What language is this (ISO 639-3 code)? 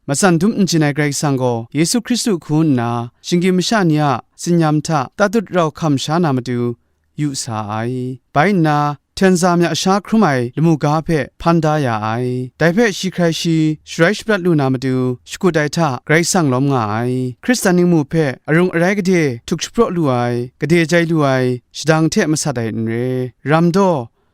kac